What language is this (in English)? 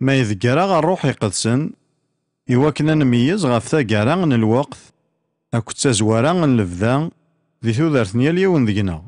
Kabyle